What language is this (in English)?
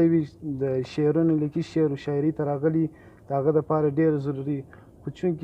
Pashto